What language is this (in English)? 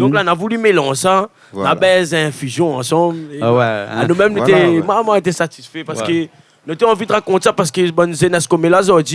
Réunion Creole French